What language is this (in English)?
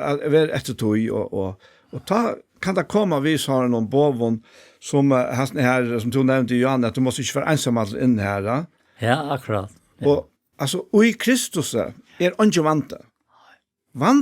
Faroese